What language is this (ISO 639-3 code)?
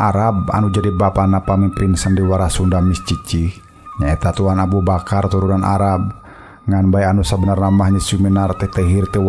sun